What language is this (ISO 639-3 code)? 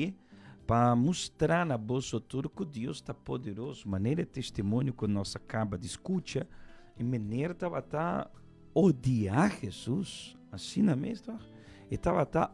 pap